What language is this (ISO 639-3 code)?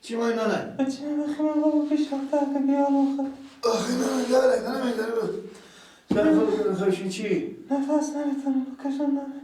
fas